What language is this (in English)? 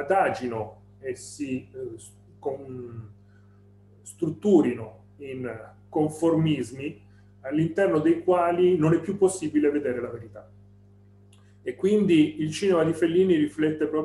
Italian